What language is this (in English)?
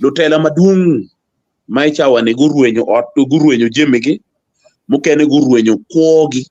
Acoli